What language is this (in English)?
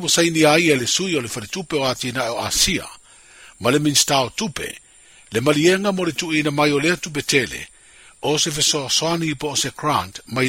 Samoan